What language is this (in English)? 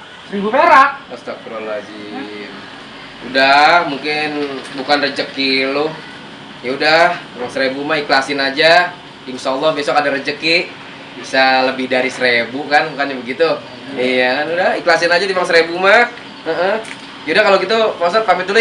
Betawi